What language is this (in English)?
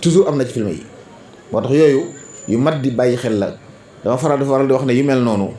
Wolof